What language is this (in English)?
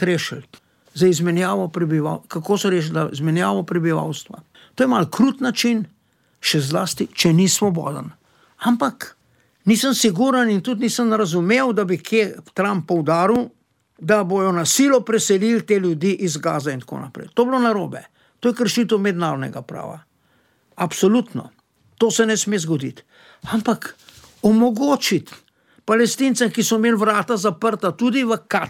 Slovenian